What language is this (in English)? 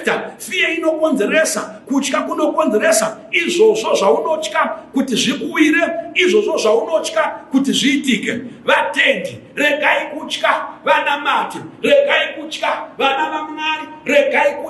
Shona